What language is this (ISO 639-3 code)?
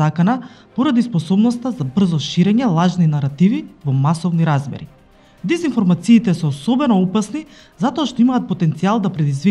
mkd